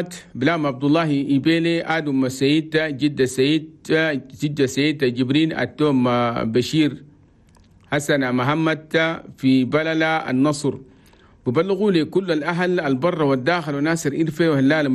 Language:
Chadian Arabic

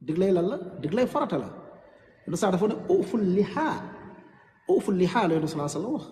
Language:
Wolof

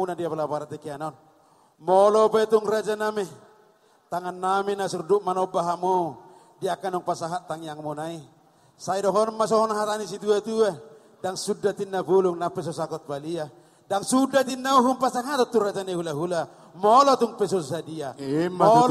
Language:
Batak Toba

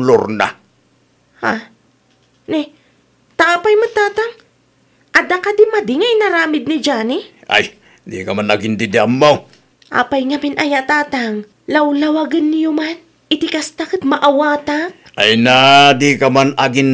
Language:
Iloko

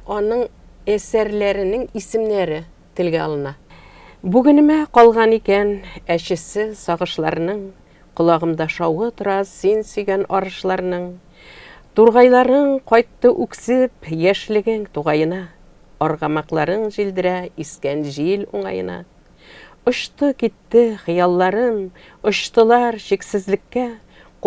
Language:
Tatar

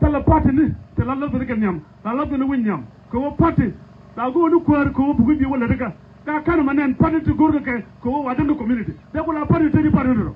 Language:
Nuer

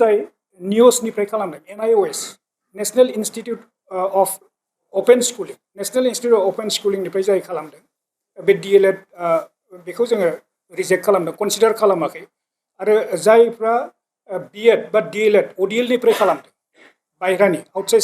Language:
Bodo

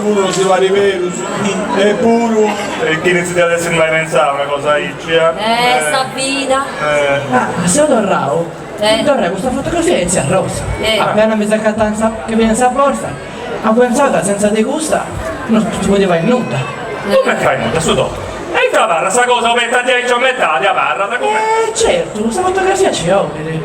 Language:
Sardinian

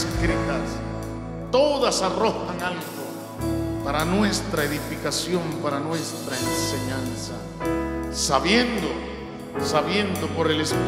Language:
Spanish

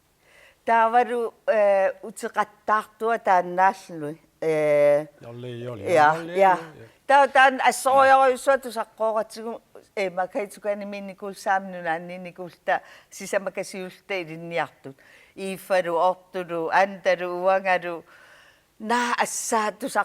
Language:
Kalaallisut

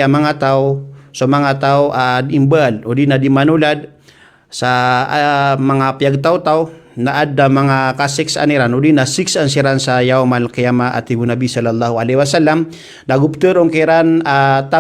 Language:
Maranao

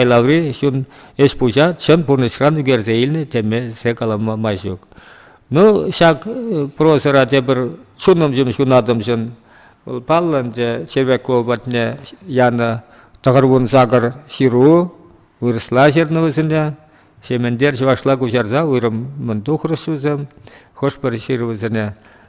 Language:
Chuvash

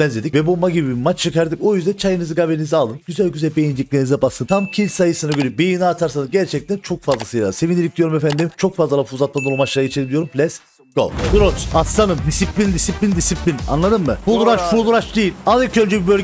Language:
Turkish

